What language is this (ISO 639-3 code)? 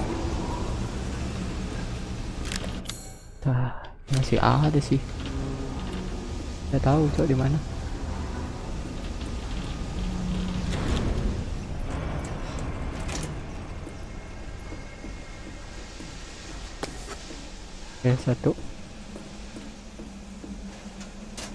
ind